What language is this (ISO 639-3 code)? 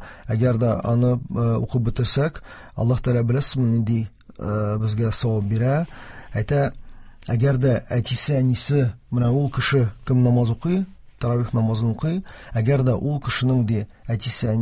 tat